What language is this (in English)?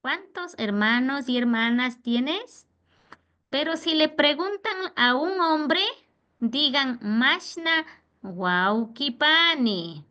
Imbabura Highland Quichua